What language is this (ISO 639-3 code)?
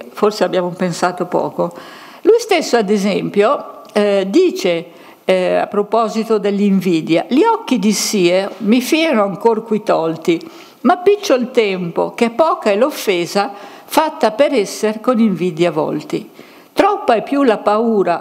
ita